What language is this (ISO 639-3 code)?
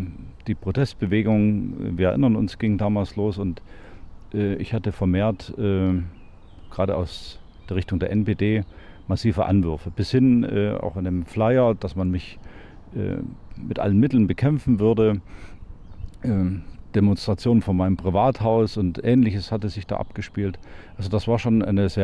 deu